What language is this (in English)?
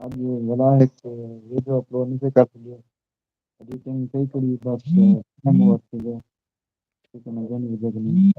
Saraiki